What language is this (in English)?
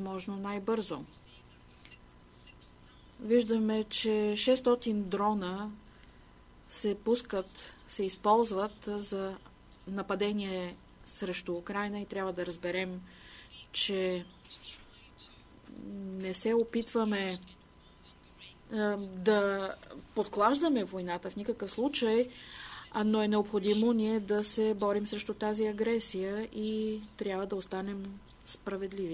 Bulgarian